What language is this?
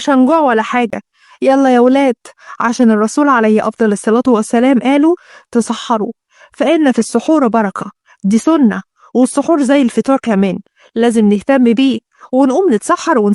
Egyptian Arabic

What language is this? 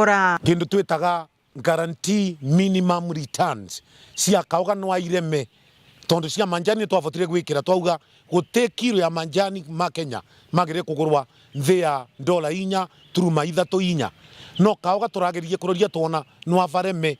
Meru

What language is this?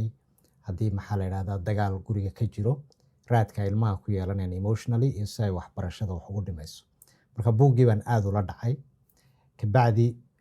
Somali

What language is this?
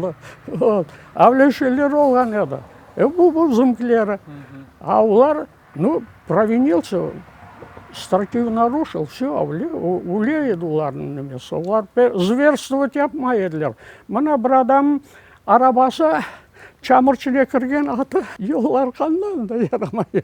Crimean Tatar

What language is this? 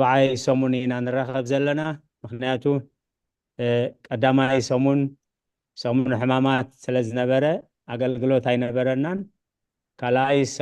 Tigrinya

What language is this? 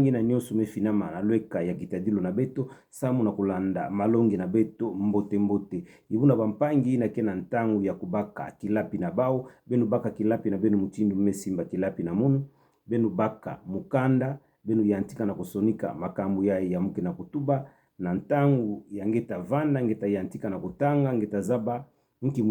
Kituba (Democratic Republic of Congo)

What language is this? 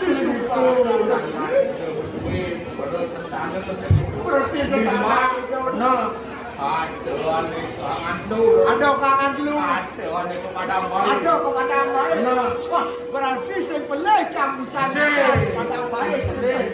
Balinese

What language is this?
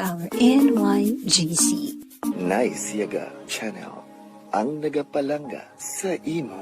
Hiligaynon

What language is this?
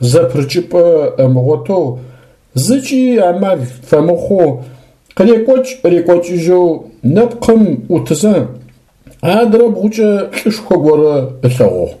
Adyghe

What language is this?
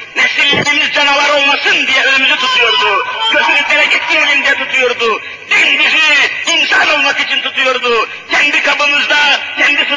Turkish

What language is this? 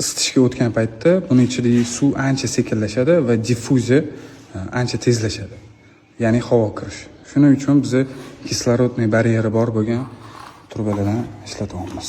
Uzbek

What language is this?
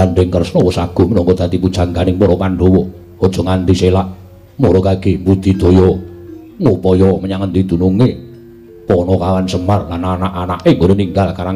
Javanese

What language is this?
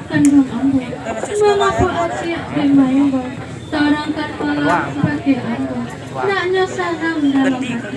Minangkabau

